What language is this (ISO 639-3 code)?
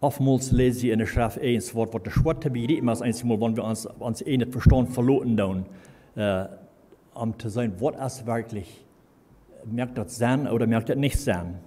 pdt